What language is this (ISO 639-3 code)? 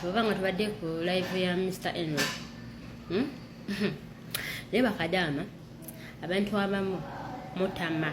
lug